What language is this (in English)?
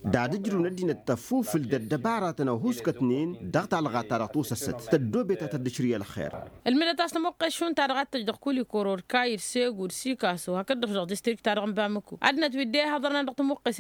Tamasheq